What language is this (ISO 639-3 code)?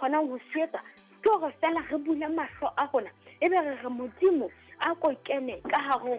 sot